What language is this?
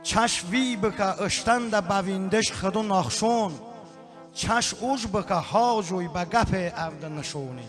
Talysh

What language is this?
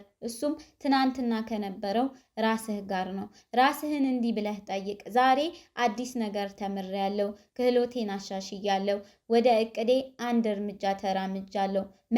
Amharic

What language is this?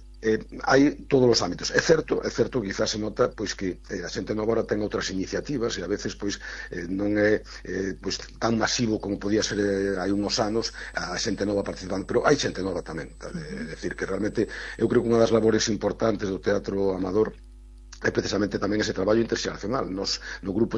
Galician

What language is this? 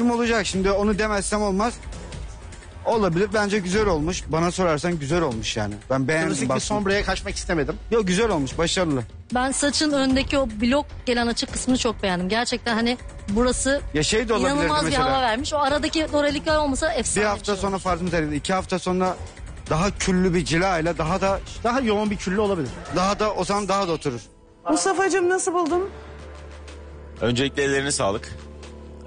Turkish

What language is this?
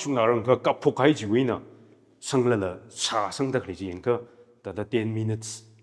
Tangkhul Naga (India)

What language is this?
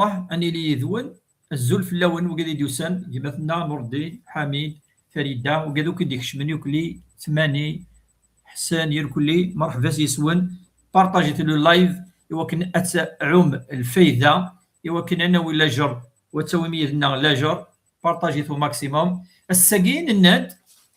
Kabyle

